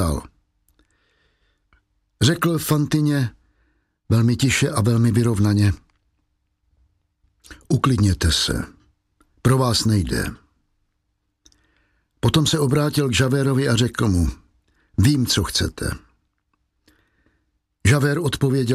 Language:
Czech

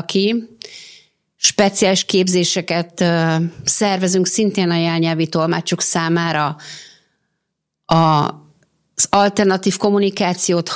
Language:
Hungarian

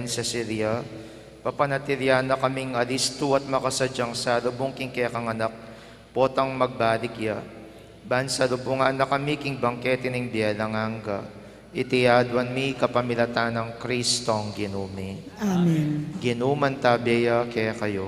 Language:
Pampanga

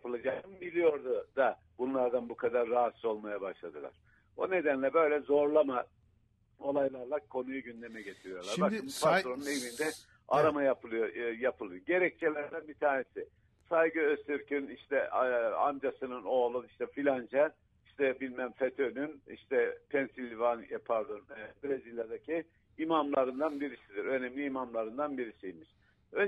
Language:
Turkish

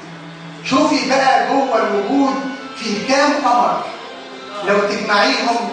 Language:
Egyptian Arabic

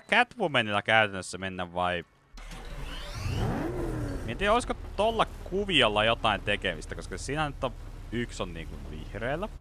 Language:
Finnish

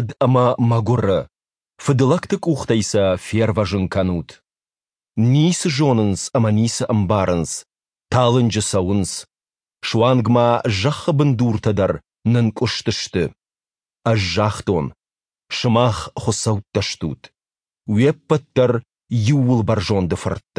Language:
Ossetic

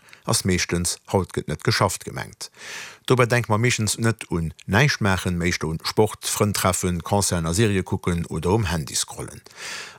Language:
Luxembourgish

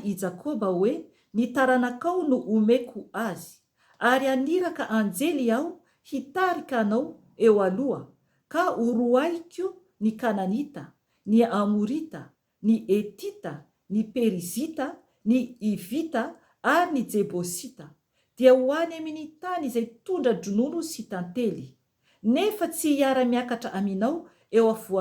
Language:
Malagasy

